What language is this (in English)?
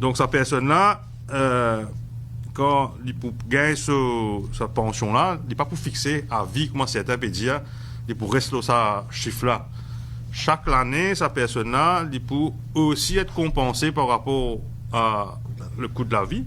Morisyen